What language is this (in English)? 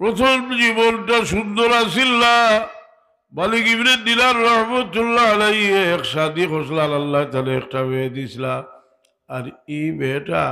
Sylheti